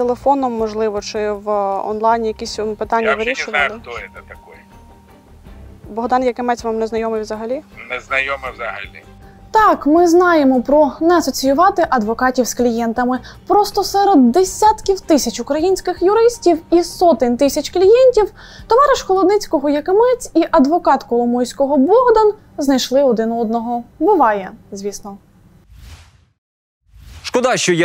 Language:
Ukrainian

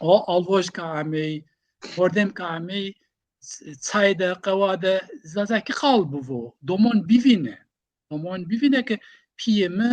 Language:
Zaza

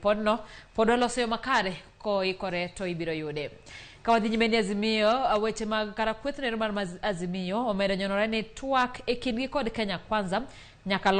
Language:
Luo (Kenya and Tanzania)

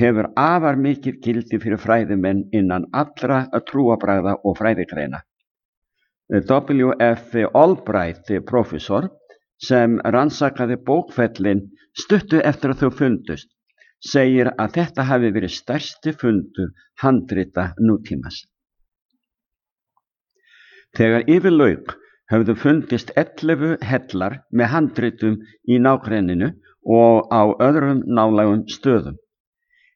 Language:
Icelandic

